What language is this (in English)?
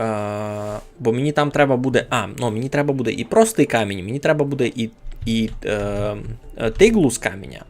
Rusyn